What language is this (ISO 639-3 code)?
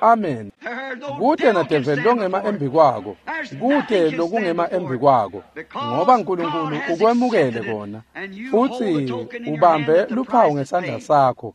ssw